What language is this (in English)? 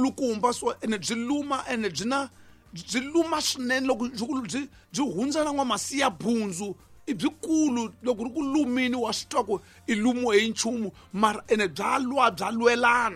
Tsonga